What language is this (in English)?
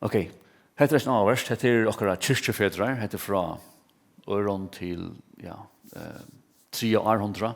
Faroese